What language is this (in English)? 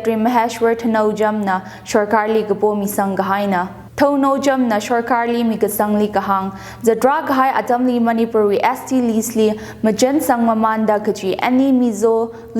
Tangkhul Naga (India)